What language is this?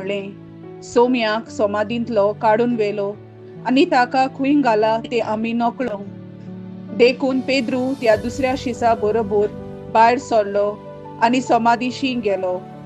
Konkani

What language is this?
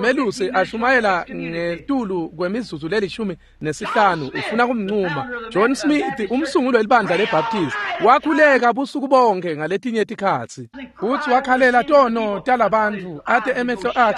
Swati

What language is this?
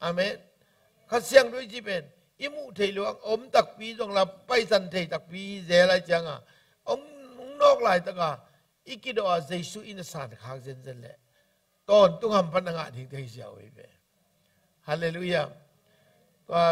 Tedim Chin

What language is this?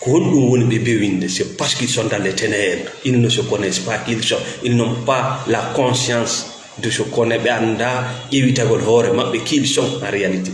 Fula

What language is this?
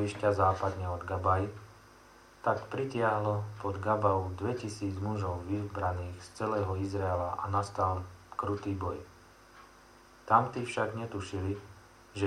Slovak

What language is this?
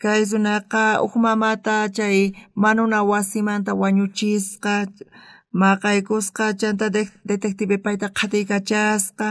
South Bolivian Quechua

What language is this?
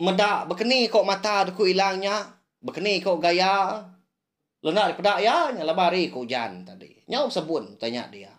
Iban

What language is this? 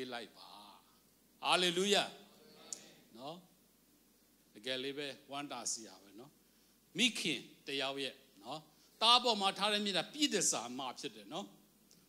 Burmese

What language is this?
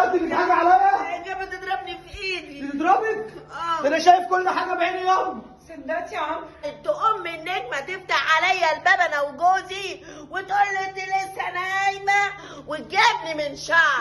Egyptian Arabic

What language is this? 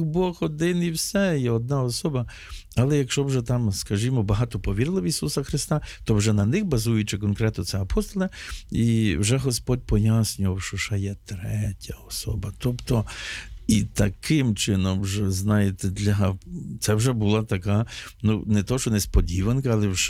Ukrainian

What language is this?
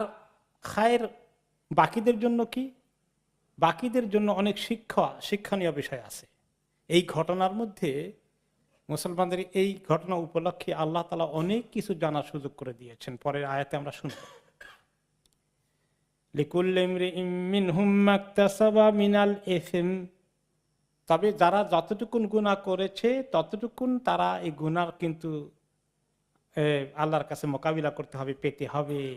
Bangla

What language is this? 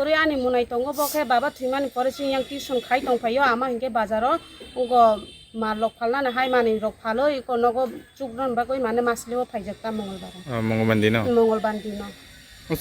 Kok Borok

